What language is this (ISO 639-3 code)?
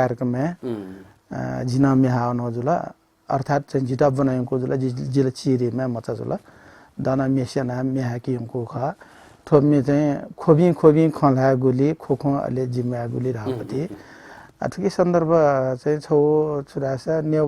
new